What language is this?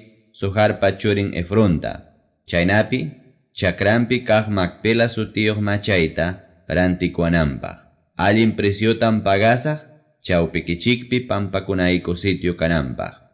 Ayacucho Quechua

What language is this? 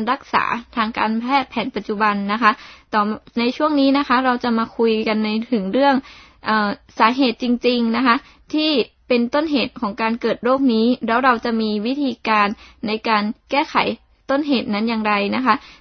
Thai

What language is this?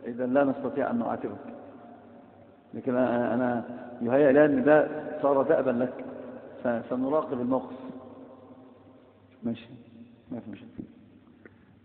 Arabic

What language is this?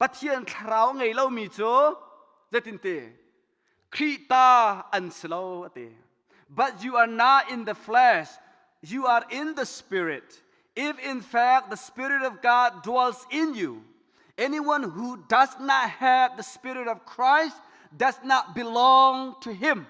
Hakha Chin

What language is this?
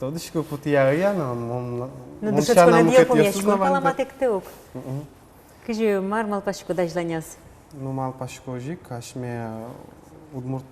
Udmurt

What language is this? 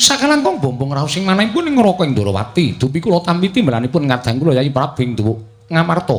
Javanese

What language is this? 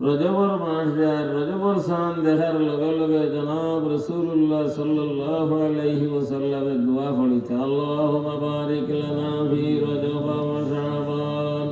Sylheti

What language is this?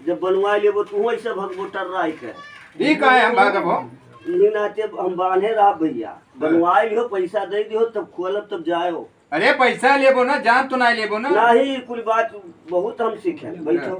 Awadhi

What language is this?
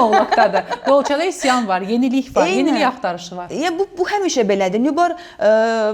Azerbaijani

